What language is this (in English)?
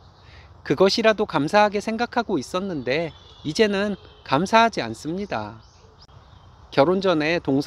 Korean